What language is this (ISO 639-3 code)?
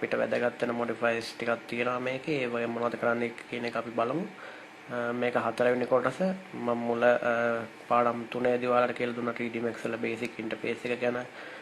sin